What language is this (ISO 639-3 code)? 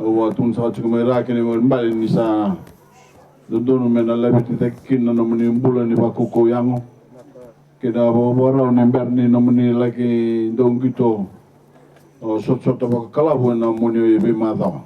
fij